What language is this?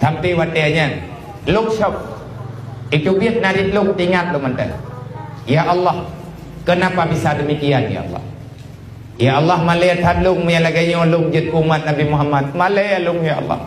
Achinese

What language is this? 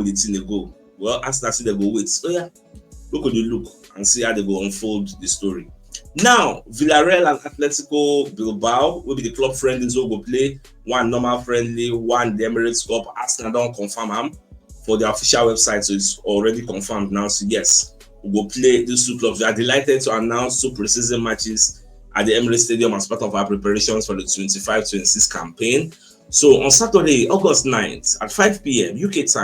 Nigerian Pidgin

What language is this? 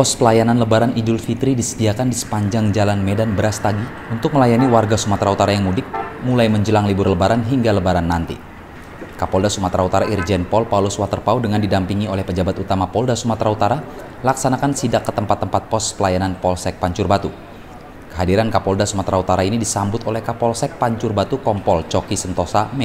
Indonesian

